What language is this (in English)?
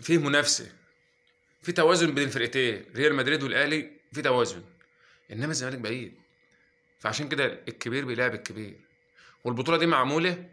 Egyptian Arabic